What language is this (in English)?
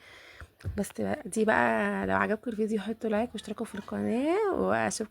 Egyptian Arabic